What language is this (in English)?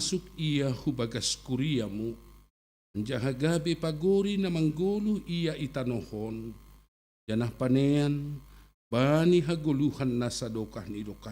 Batak Simalungun